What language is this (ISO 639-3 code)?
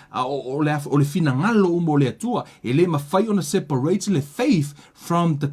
smo